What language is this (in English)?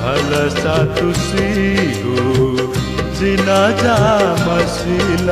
Newari